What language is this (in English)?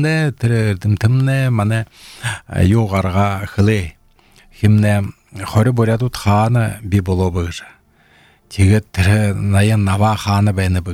Belarusian